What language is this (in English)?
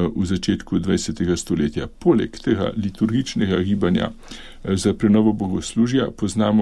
Slovenian